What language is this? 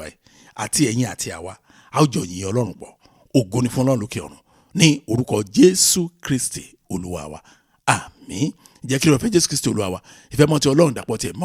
Yoruba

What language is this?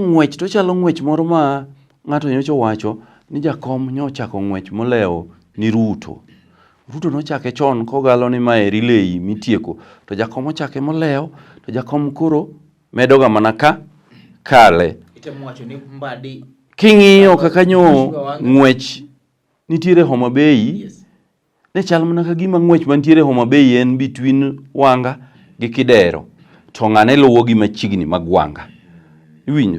Luo (Kenya and Tanzania)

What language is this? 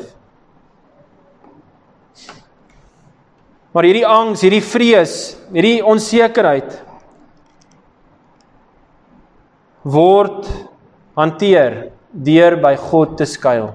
Afrikaans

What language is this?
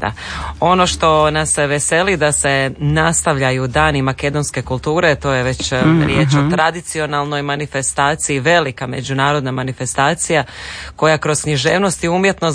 Croatian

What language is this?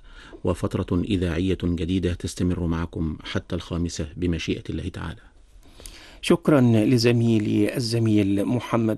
Arabic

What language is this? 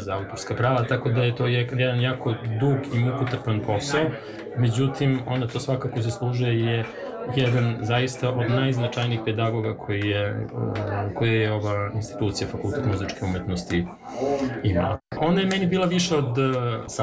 Serbian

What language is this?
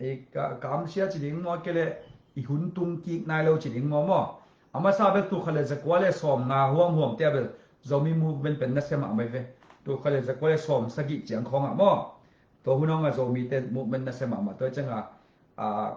Tedim Chin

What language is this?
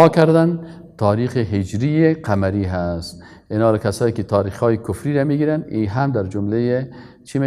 Persian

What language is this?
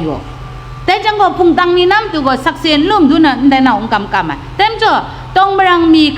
Kachin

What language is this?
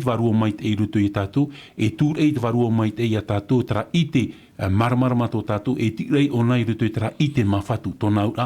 Tahitian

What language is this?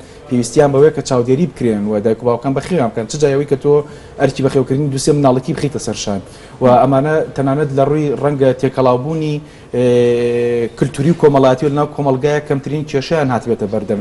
Central Kurdish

